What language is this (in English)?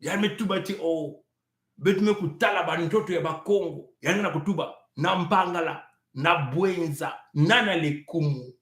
Kituba (Congo)